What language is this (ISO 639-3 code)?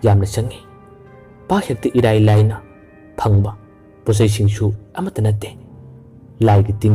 mni